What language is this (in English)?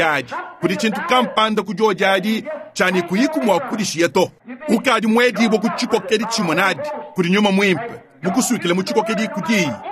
Luba-Lulua